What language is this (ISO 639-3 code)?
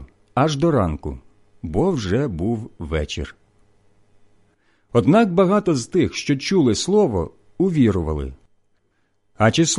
ukr